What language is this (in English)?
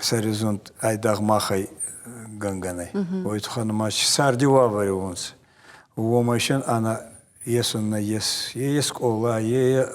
Ossetic